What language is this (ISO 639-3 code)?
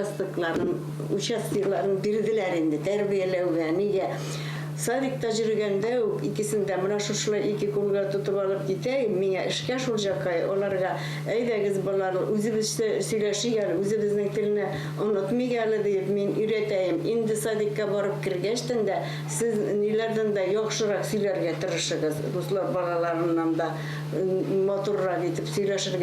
bak